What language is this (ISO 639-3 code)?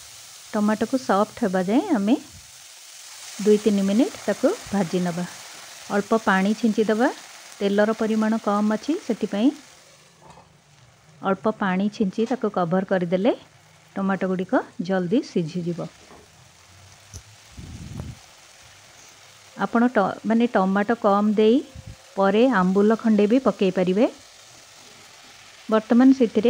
ori